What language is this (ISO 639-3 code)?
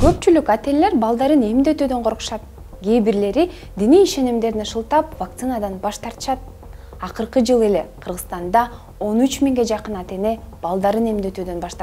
kir